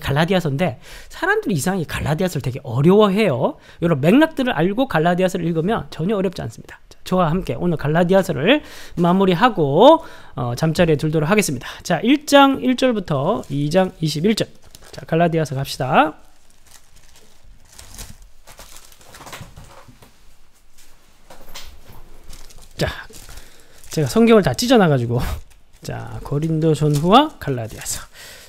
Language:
Korean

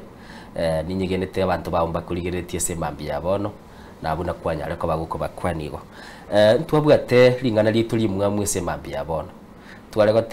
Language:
Gusii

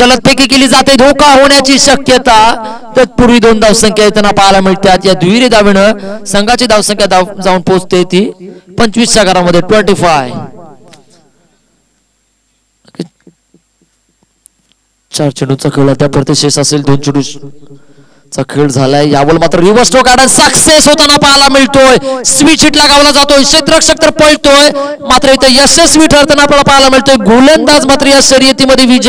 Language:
Marathi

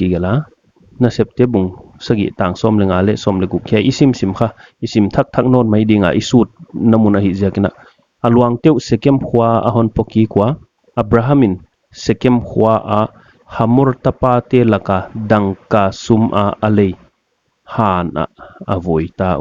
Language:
Paite Chin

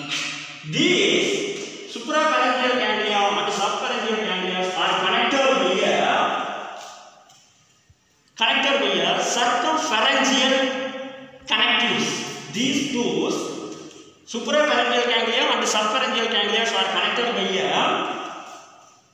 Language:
English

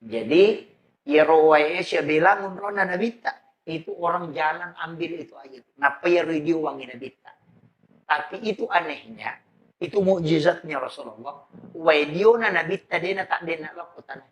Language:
Buginese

